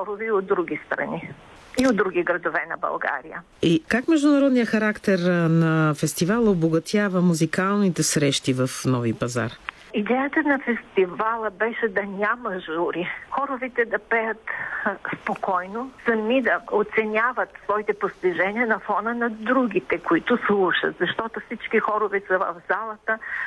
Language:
Bulgarian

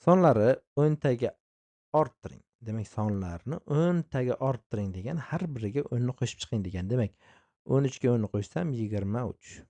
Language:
Uzbek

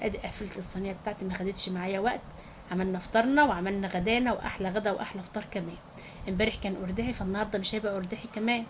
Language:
Egyptian Arabic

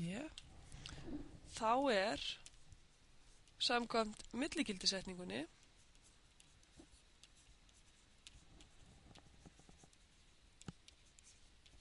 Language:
Icelandic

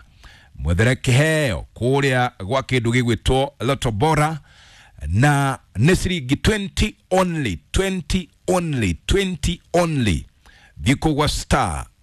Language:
Kikuyu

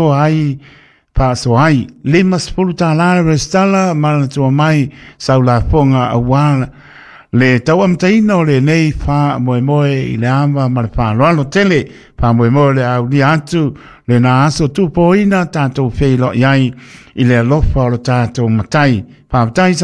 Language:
Samoan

